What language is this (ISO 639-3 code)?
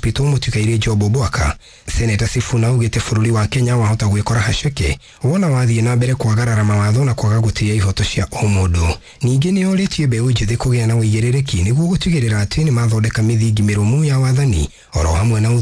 kik